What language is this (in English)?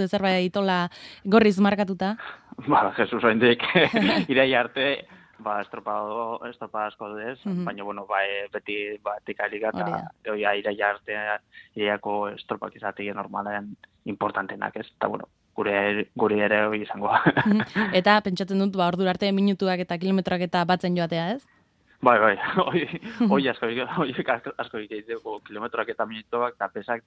Basque